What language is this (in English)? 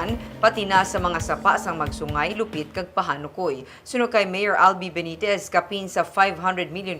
Hiligaynon